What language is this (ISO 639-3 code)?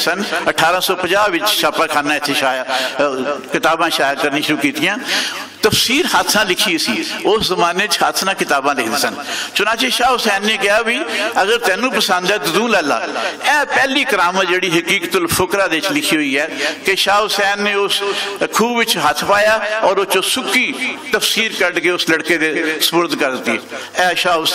lah